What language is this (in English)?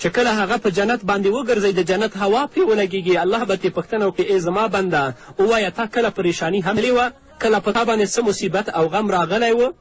Pashto